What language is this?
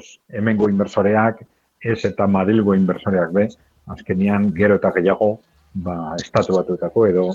Basque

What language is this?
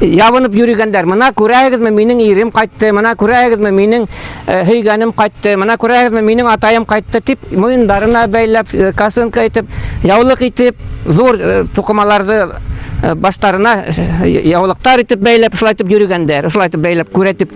Bashkir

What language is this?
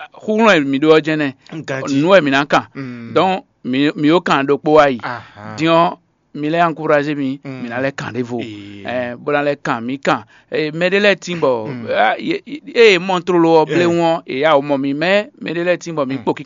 Fon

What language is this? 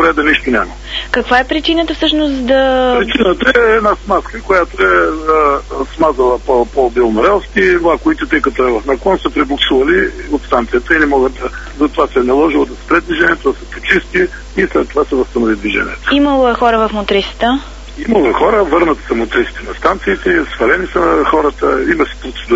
Bulgarian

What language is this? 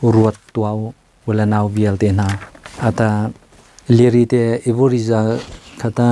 Hakha Chin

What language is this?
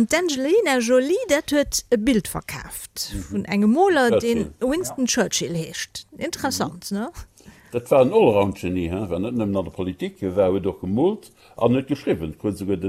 Luxembourgish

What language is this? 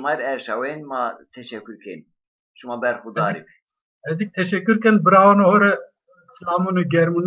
Zaza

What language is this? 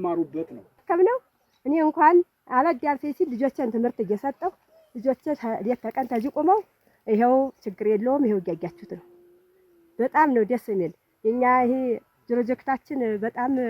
Amharic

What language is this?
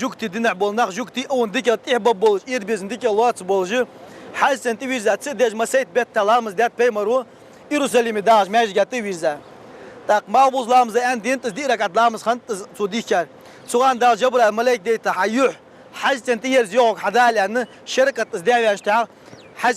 Ingush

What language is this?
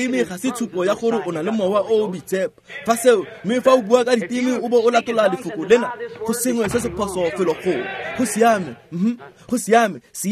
Tswana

